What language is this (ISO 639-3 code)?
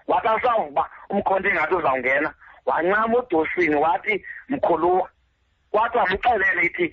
xho